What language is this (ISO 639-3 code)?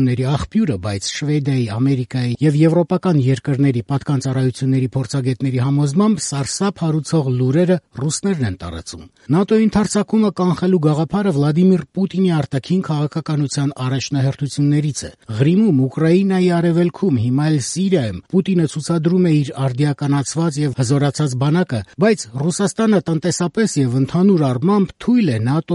hye